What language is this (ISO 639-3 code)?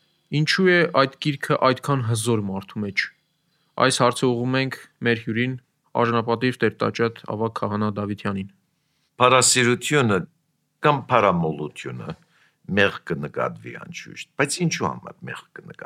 hye